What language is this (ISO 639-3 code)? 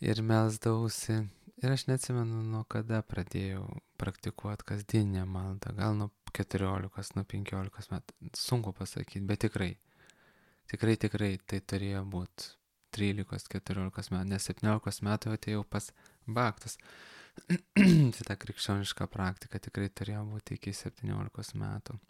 lit